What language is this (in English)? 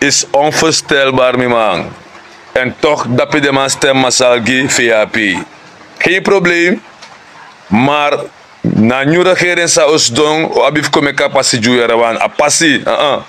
Sranan Tongo